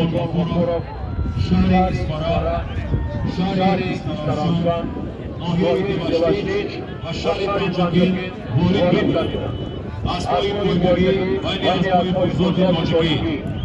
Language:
Tajik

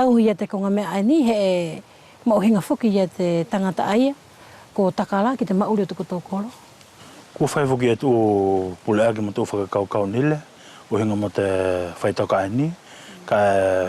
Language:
Wallisian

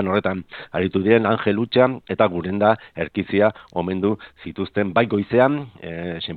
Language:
Basque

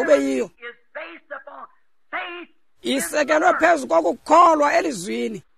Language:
Xhosa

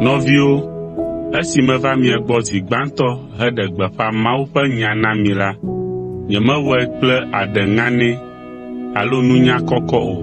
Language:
Ewe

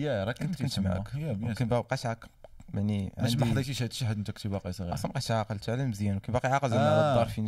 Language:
Moroccan Arabic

